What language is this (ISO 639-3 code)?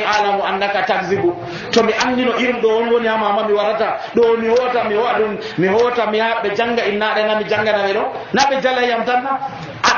fuv